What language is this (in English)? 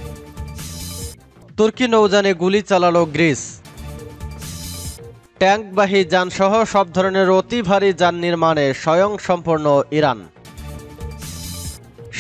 Bangla